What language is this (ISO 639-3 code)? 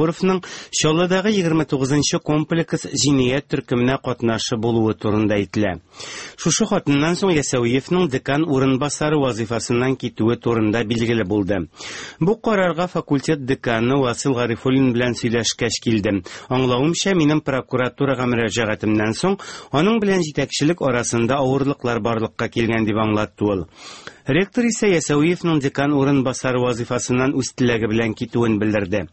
tat